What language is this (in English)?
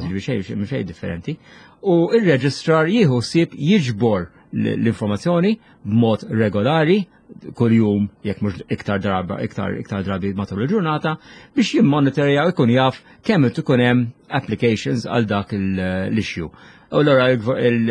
Maltese